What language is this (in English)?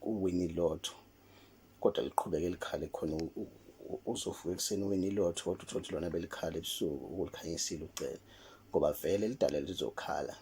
Zulu